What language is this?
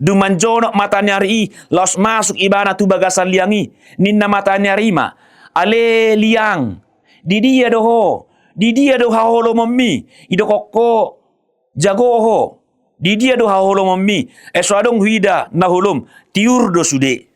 Batak Toba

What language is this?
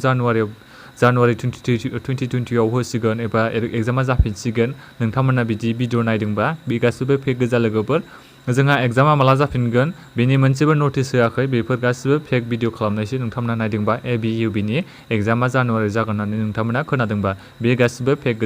Bodo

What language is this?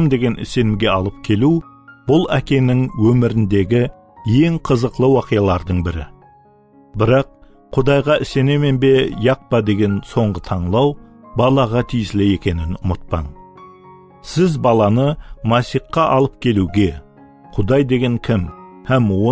Kara-Kalpak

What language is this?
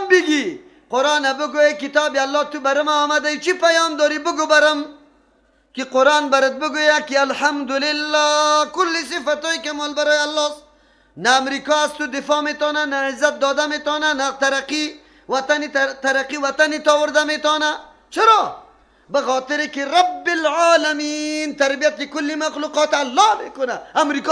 Persian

